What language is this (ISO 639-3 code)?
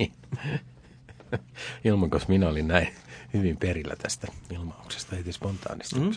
fin